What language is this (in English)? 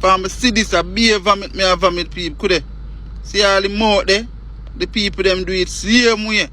Jamaican Creole English